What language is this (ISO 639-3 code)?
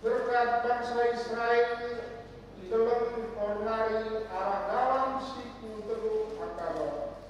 btx